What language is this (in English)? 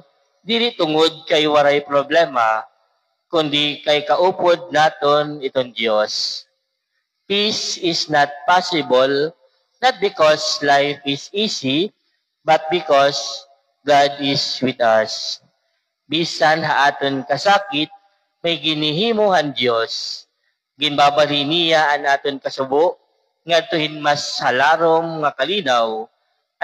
Waray